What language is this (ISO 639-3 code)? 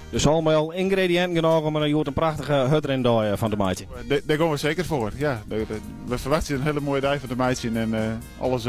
fry